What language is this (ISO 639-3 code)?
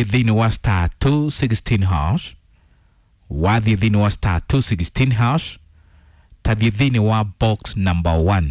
kik